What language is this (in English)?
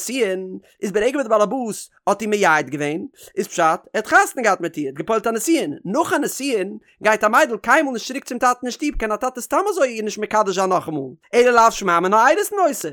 Yiddish